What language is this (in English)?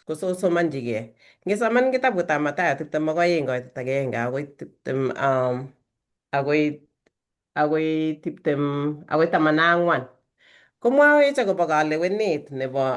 Kalenjin